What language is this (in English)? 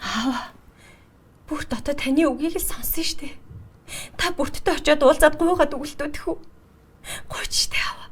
Mongolian